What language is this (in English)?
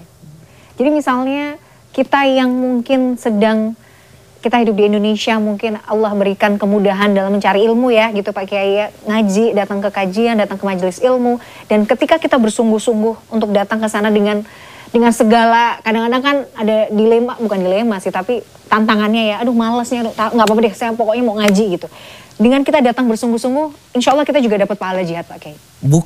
Indonesian